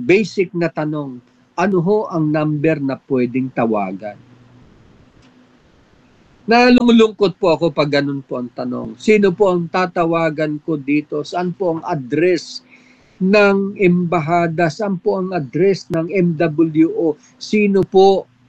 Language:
Filipino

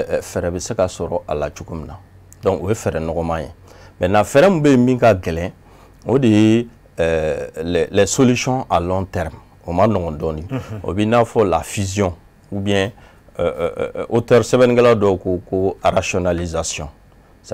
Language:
Bambara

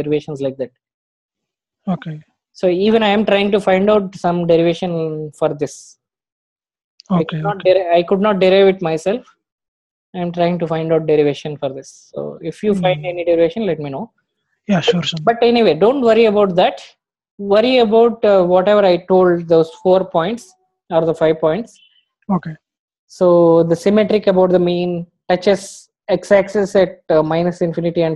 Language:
English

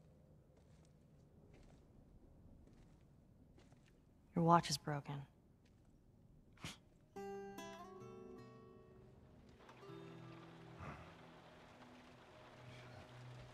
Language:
English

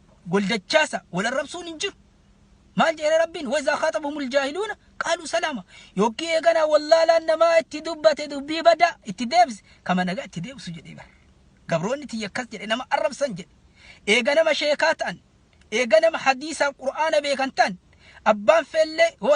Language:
Oromo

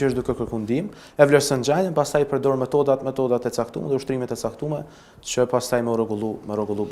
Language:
Albanian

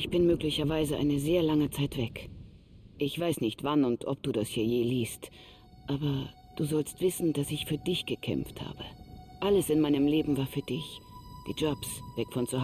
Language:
Bavarian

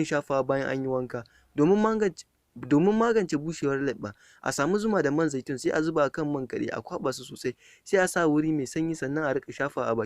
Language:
Hausa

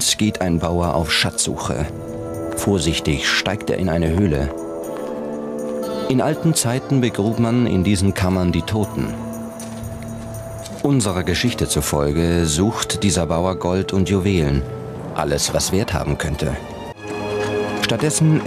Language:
German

